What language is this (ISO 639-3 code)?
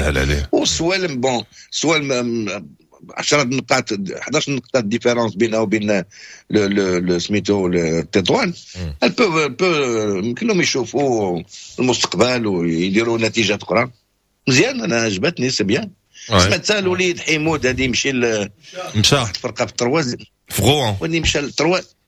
ary